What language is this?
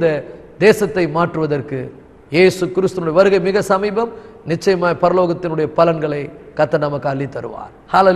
Tamil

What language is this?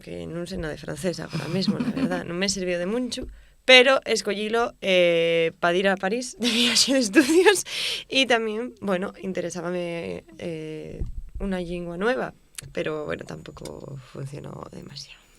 Asturian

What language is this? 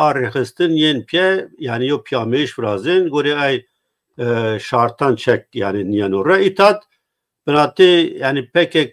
Zaza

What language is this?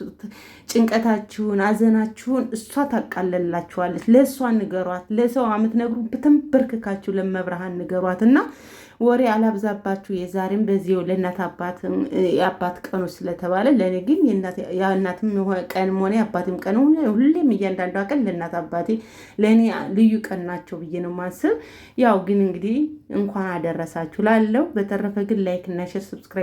Amharic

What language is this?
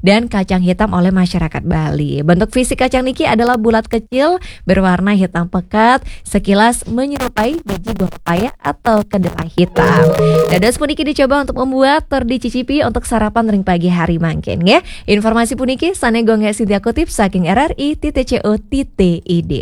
Balinese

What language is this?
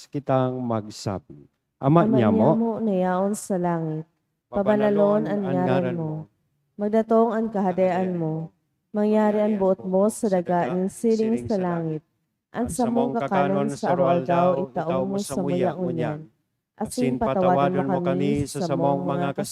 Bikol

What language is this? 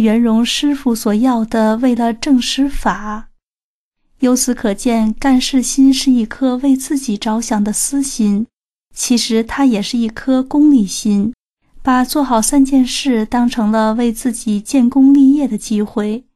Chinese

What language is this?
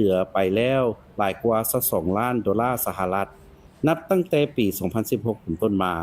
Lao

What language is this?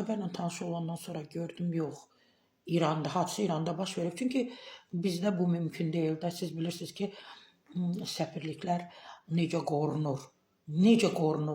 Azerbaijani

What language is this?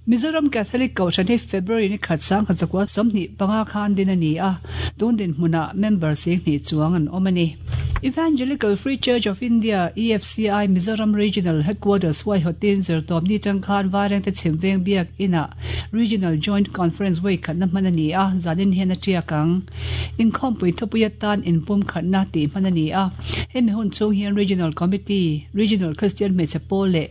Mizo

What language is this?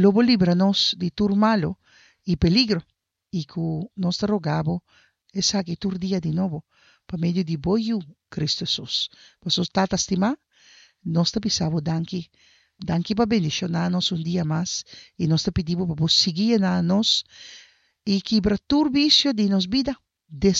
Papiamento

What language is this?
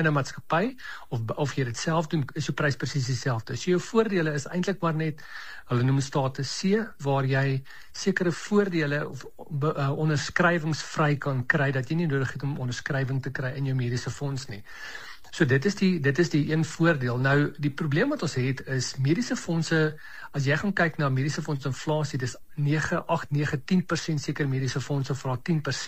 Afrikaans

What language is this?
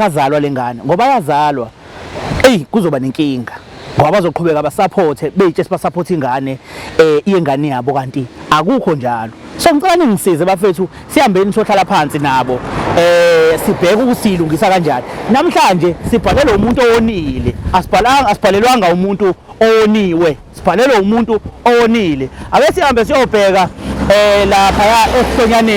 Zulu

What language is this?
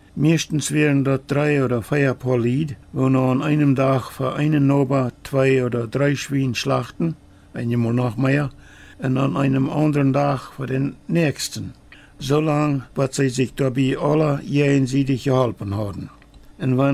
Plautdietsch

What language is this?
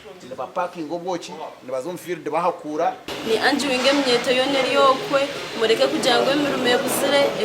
Nyankole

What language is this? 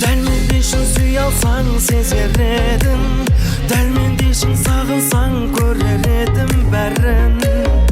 Kara-Kalpak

